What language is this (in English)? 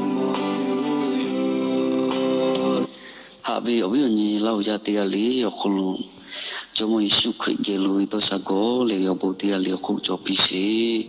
Lahu